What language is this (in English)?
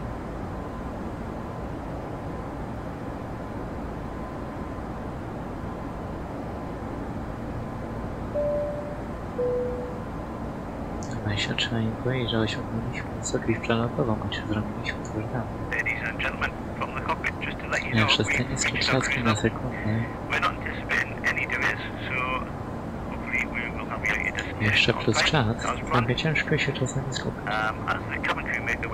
Polish